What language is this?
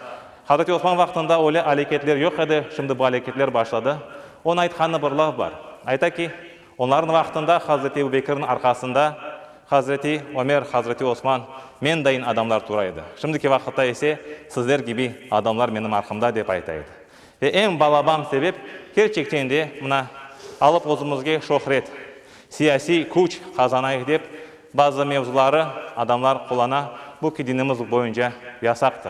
Crimean Tatar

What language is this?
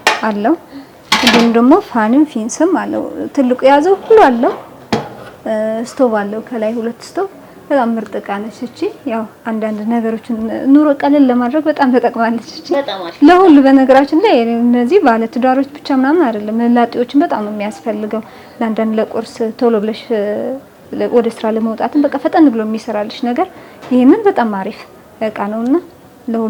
Amharic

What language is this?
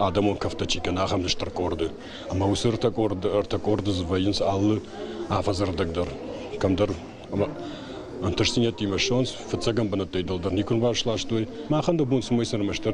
Ossetic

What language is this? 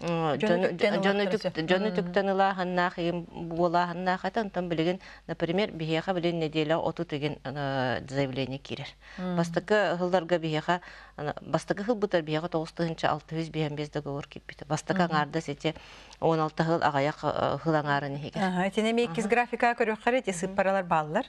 Yakut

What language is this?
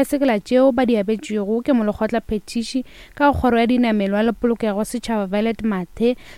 Northern Sotho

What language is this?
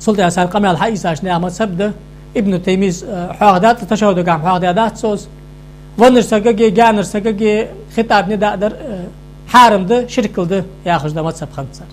Ingush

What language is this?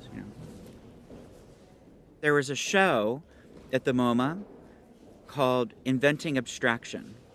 English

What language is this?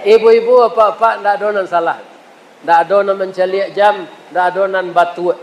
Minangkabau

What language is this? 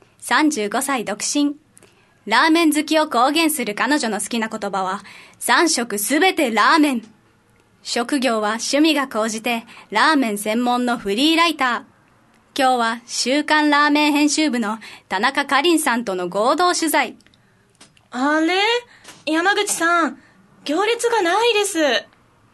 Japanese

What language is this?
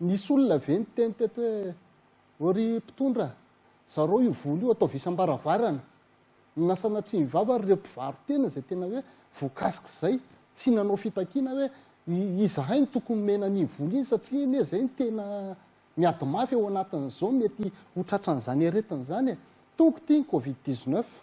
Malagasy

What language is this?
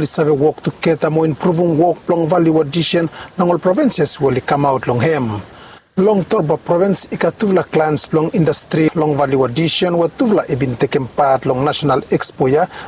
Bislama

